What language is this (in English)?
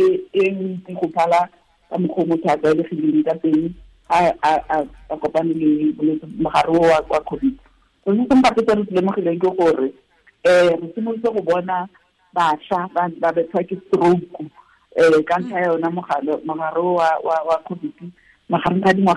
Tswana